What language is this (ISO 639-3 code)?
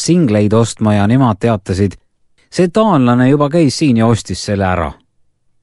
est